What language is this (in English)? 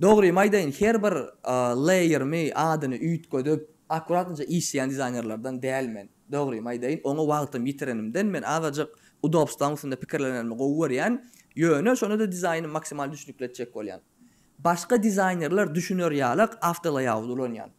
Turkmen